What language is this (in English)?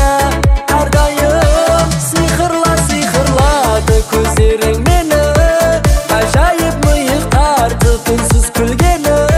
Kazakh